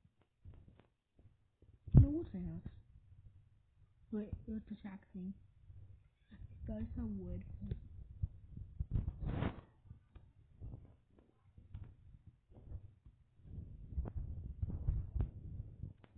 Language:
English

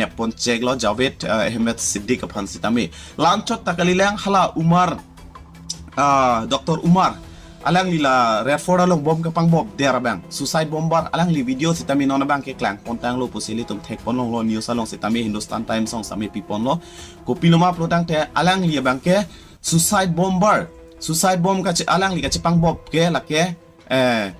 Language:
Karbi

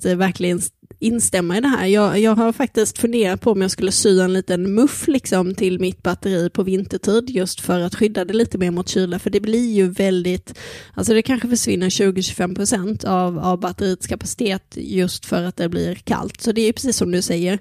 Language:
Swedish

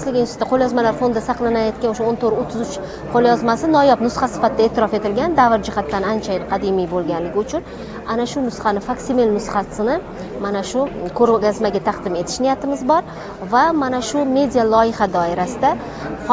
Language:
Uzbek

